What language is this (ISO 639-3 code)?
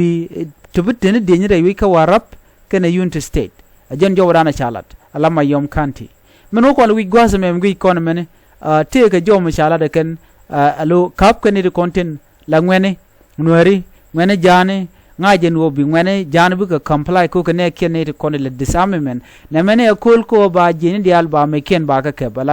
nus